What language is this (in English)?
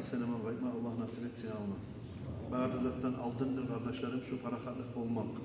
Kumyk